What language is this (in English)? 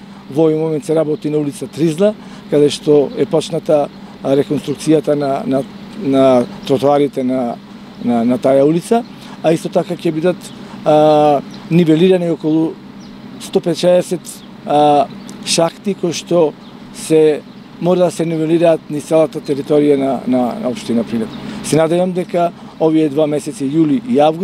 Macedonian